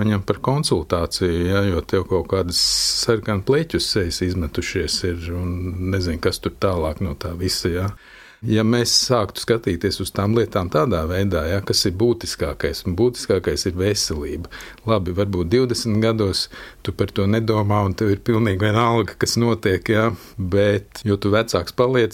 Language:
Latvian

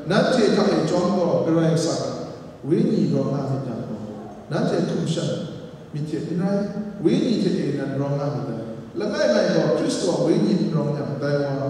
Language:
Kachin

